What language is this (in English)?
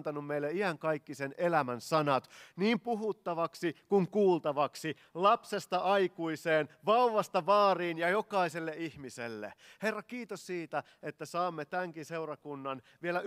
Finnish